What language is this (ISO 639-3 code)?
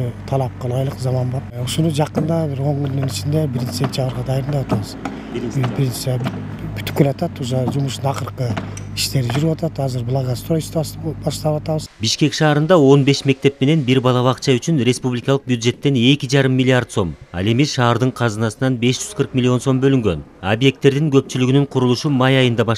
kir